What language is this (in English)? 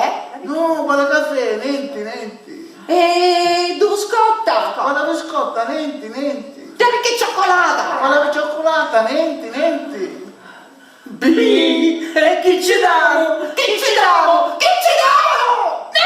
Sicilian